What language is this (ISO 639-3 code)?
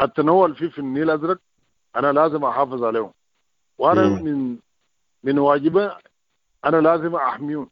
apd